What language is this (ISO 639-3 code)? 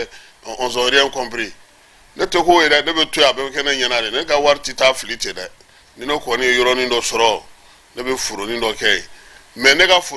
bam